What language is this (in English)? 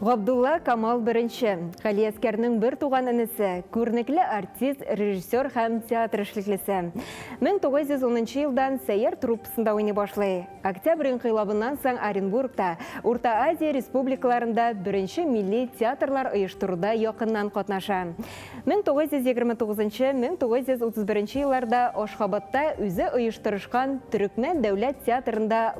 Tatar